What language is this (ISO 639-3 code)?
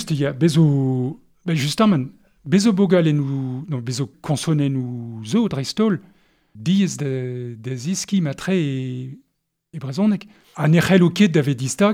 bre